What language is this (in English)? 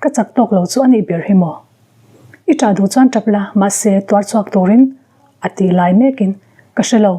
Mizo